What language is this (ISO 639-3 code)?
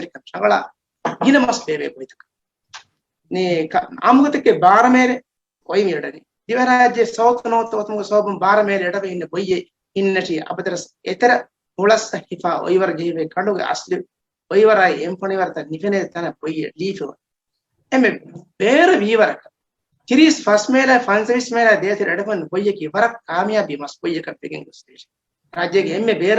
div